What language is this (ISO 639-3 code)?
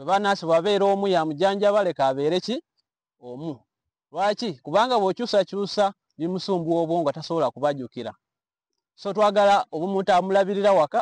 lug